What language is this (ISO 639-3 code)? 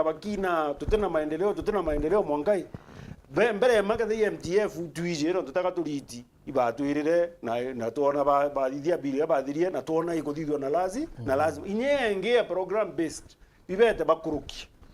mer